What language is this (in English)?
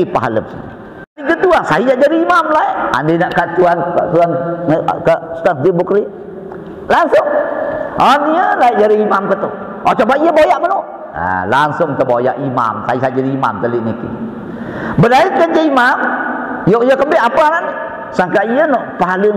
Sasak